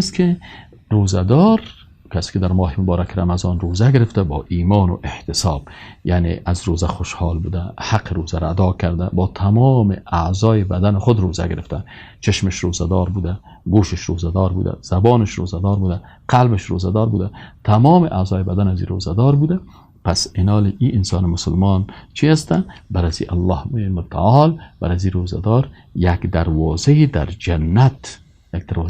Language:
Persian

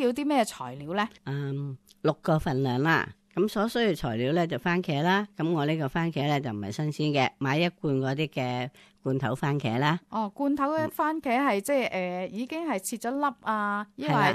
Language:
Cantonese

